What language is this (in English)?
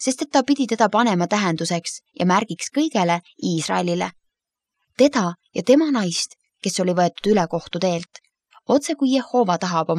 Estonian